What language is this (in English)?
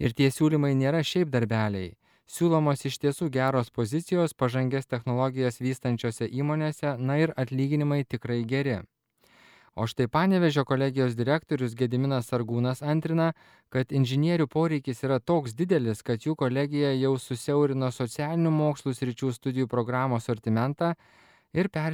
Lithuanian